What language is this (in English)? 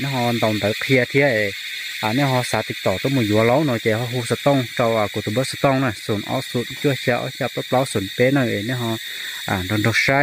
Hmong